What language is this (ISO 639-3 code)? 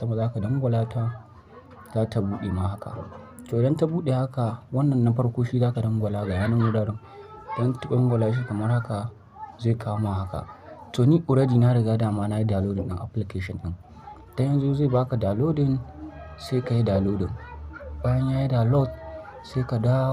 hau